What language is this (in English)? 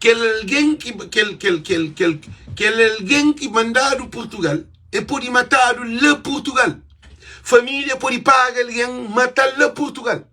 Kabuverdianu